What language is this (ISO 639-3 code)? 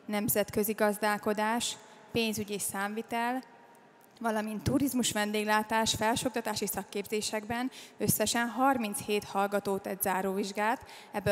hun